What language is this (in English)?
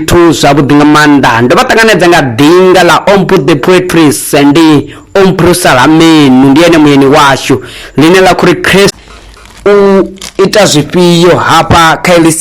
Venda